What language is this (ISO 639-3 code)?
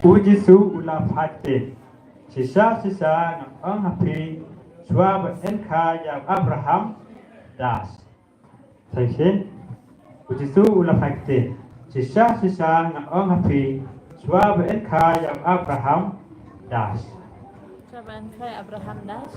kha